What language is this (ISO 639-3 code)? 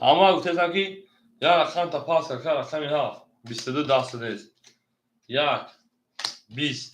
tgk